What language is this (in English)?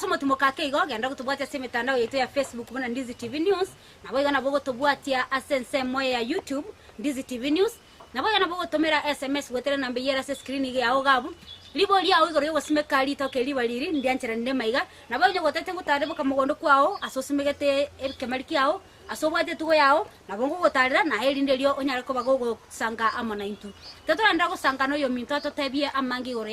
Gusii